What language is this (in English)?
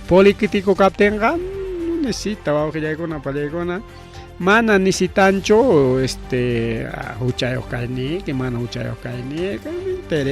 Ayacucho Quechua